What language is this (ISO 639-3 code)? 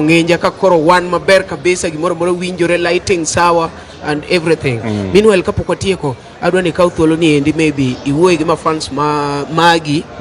luo